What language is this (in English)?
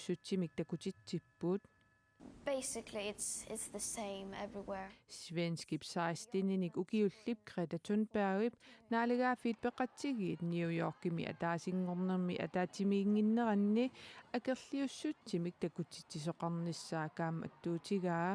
Kalaallisut